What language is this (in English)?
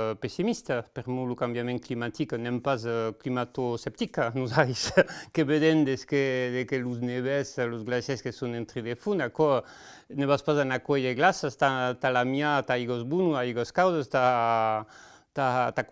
Occitan